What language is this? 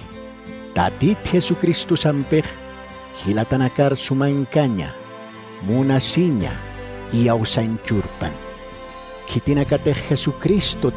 Aymara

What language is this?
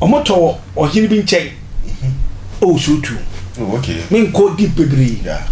Akan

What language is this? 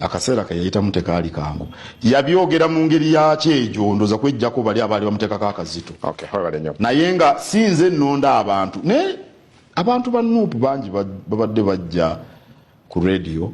Ganda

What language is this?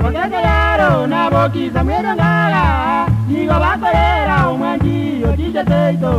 Gusii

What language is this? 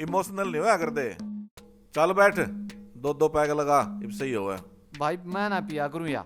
Haryanvi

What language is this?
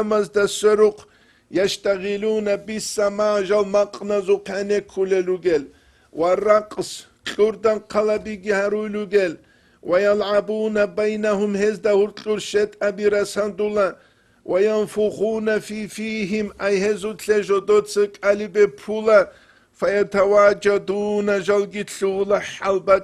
Avaric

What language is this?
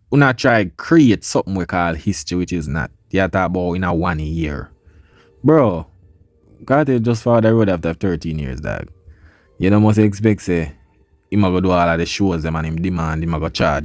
Jamaican Creole English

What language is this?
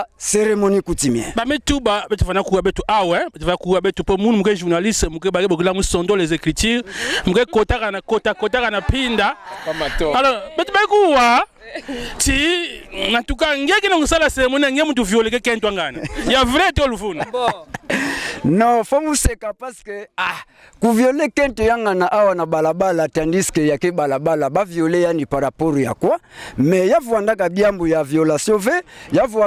Kituba (Democratic Republic of Congo)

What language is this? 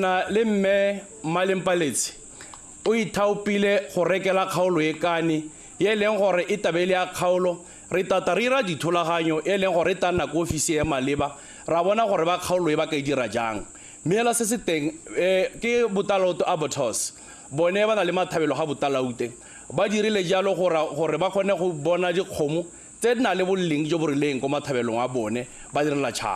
Tswana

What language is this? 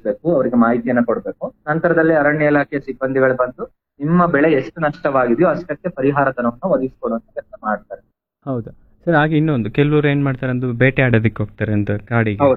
Kannada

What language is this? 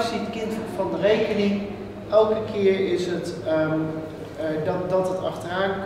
Dutch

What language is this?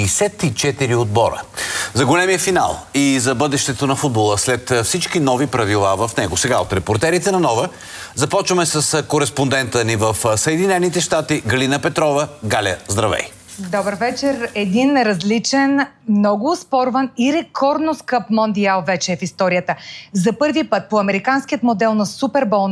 Bulgarian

